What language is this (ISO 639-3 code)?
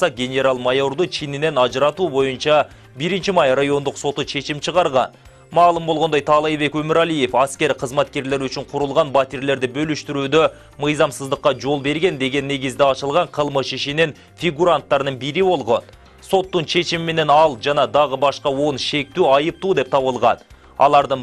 kir